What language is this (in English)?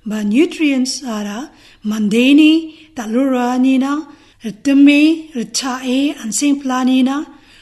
Garo